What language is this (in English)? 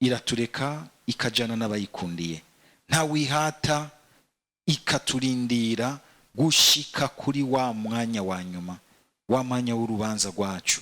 Rundi